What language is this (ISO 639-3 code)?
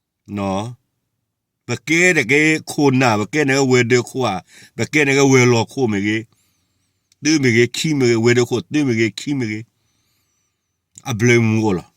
ksw